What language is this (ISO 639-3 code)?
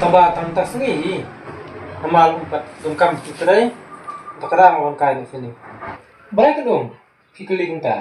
kha